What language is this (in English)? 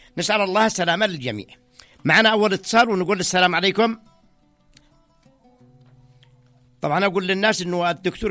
Arabic